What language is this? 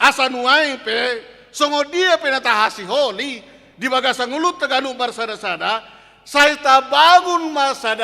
Batak Toba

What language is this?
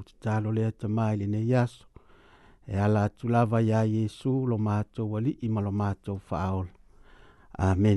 Samoan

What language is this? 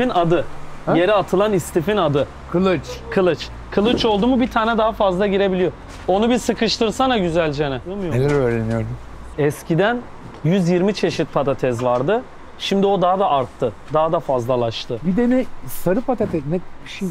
Turkish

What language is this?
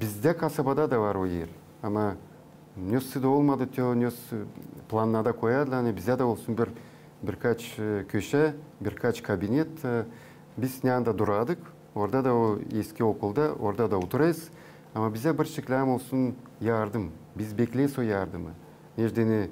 Gagauz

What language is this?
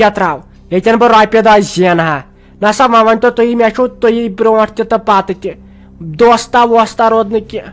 Kashmiri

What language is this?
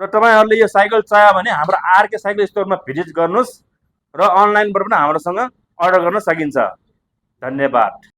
Nepali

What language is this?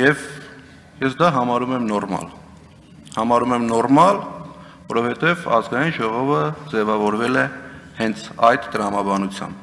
Armenian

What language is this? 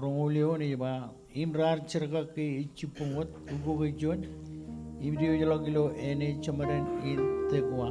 Marshallese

